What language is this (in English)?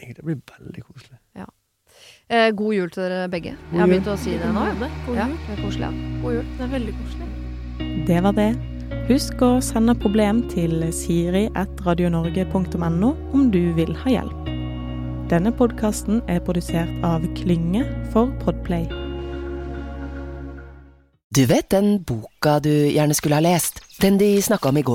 Norwegian